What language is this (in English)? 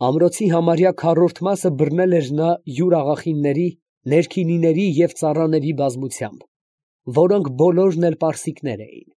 Armenian